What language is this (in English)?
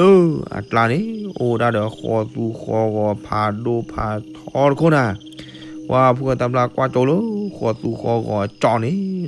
S'gaw Karen